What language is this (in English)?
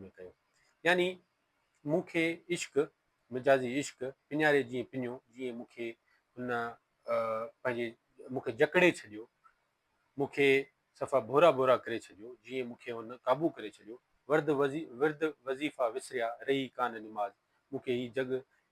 Sindhi